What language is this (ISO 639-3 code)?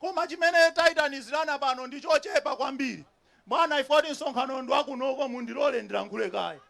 nya